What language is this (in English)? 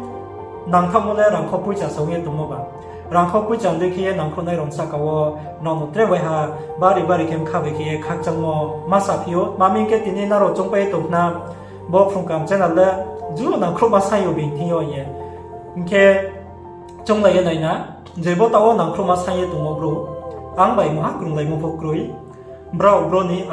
Riang (India)